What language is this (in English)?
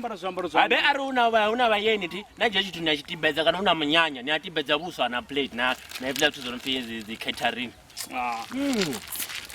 Venda